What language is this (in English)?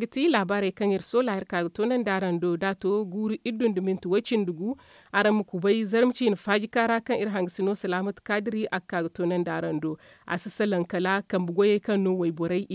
Zarma